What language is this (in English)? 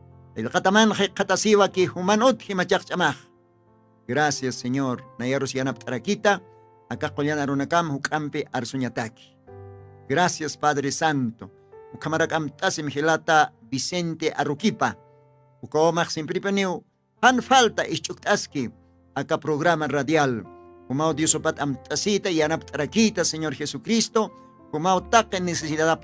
Aymara